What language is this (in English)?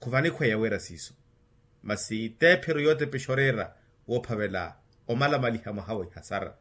Makhuwa